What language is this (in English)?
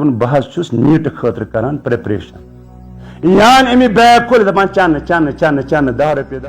Kashmiri